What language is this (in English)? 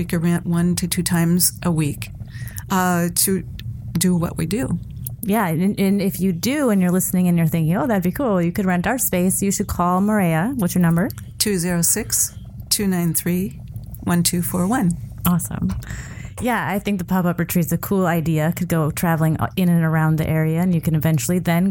English